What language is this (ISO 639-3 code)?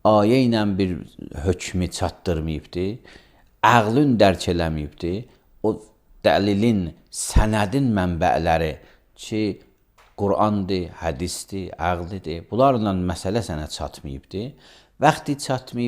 aze